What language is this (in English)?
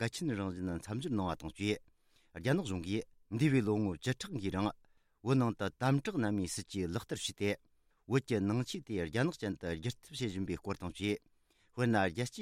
Tibetan